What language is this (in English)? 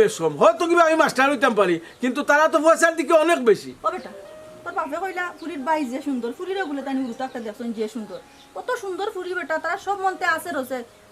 Sylheti